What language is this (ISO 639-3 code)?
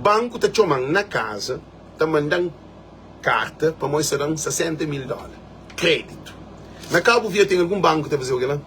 kea